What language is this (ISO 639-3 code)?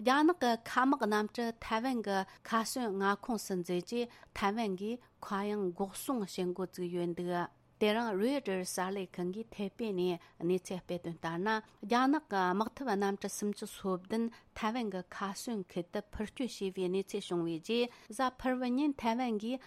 bod